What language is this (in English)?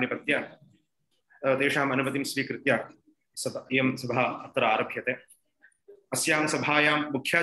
Sanskrit